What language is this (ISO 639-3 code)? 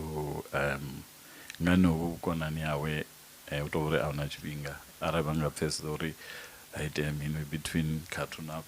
ven